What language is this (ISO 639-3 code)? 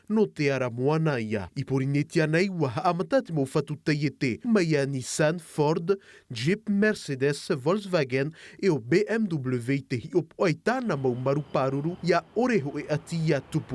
tah